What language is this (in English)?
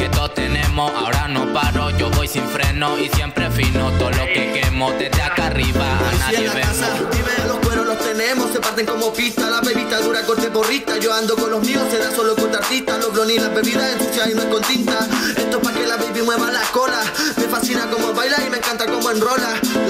Spanish